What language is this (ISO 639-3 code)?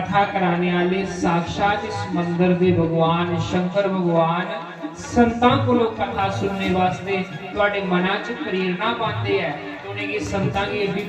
doi